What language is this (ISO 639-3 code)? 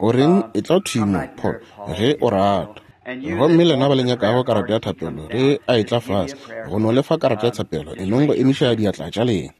nso